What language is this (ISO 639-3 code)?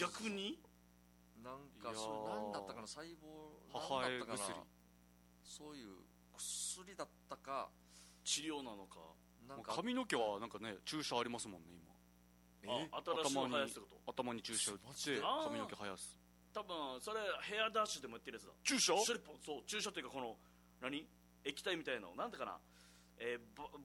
jpn